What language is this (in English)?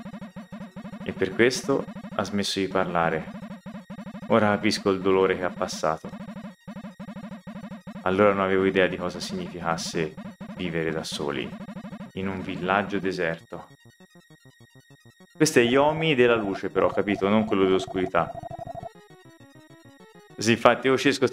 Italian